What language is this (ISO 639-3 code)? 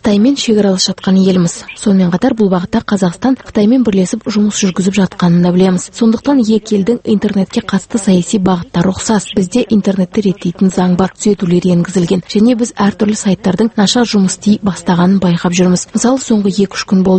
kaz